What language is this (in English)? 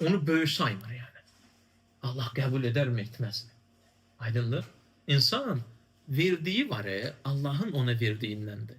Azerbaijani